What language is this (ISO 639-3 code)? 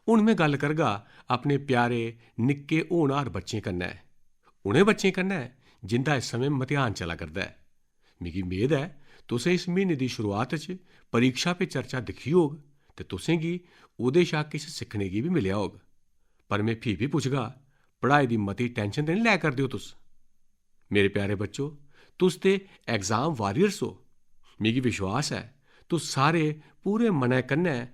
doi